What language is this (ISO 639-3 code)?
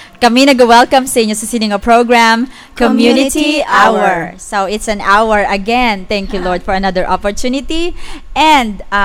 hil